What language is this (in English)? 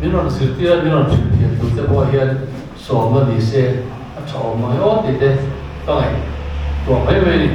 Mizo